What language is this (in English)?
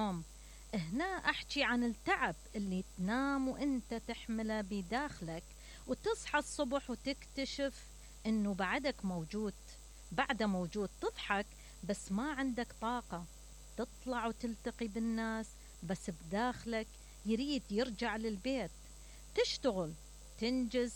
Mesopotamian Arabic